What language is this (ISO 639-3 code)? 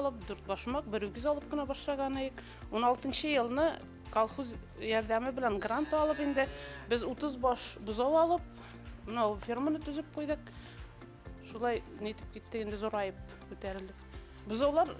bak